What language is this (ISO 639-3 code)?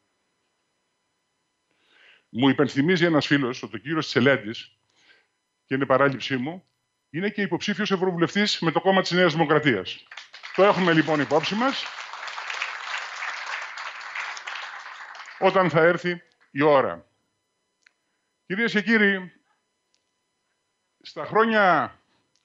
ell